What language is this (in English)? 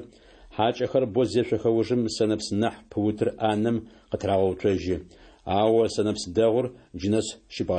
Adyghe